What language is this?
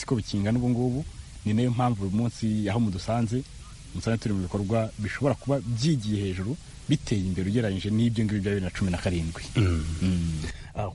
Kinyarwanda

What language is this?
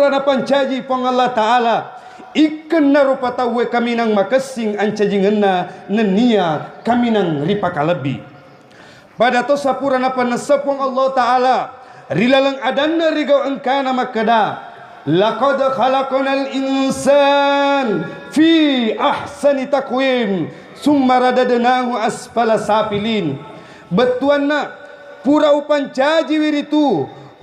Buginese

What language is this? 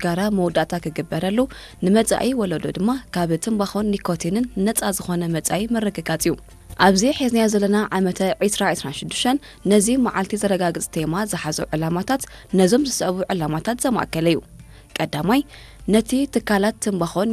Tigrinya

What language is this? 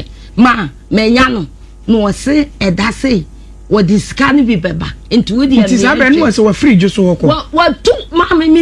Akan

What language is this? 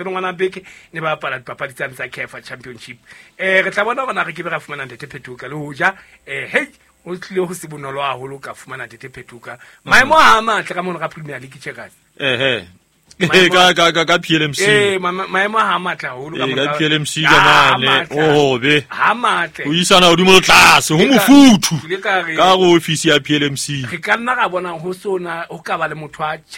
Southern Sotho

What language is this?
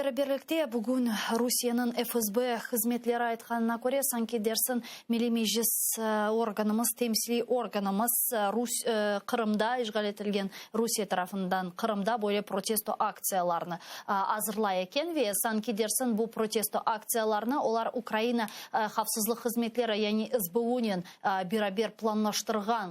Crimean Tatar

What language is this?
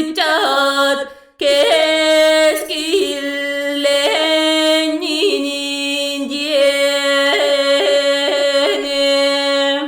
Yakut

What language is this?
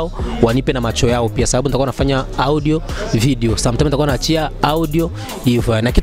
Swahili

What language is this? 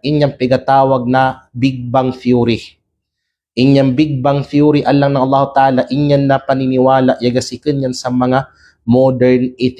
Kalagan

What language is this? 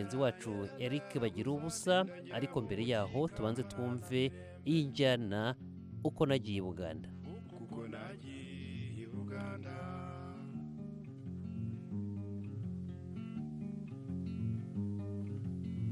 Kinyarwanda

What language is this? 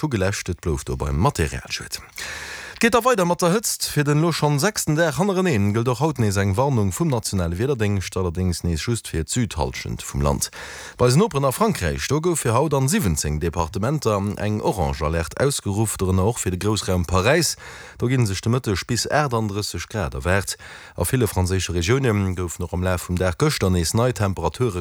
Luxembourgish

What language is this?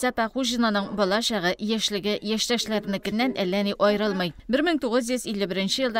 Tatar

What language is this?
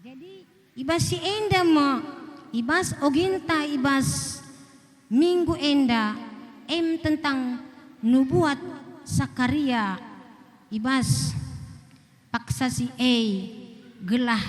Batak Karo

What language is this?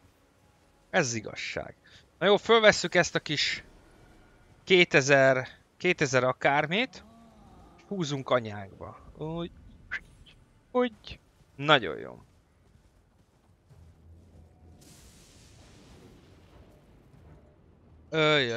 Hungarian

